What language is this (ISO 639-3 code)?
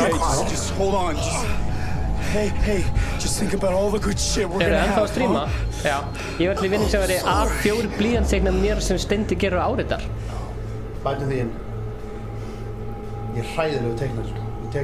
isl